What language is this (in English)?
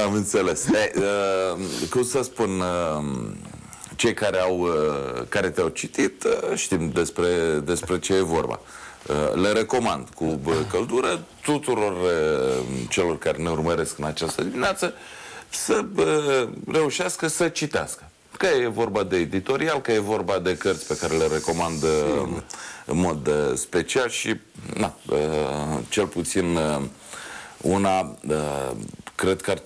Romanian